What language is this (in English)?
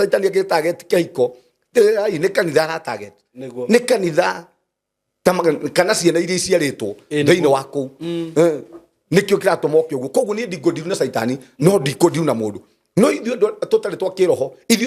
Kikuyu